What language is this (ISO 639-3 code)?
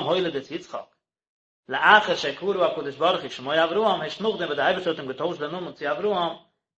yid